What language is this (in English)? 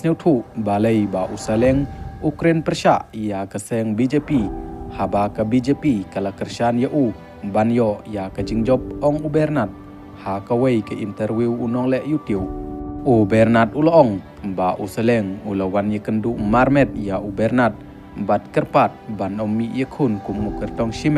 Khasi